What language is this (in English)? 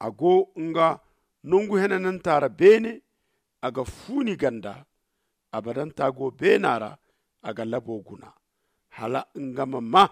Zarma